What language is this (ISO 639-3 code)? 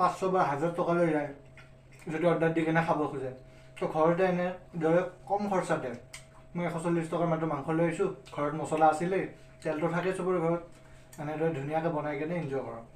asm